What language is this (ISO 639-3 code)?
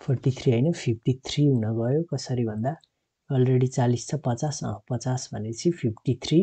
nep